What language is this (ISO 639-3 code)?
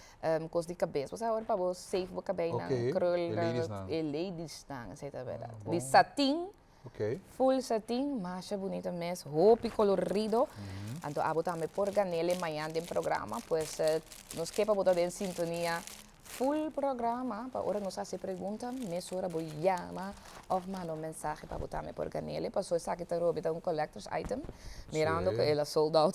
pap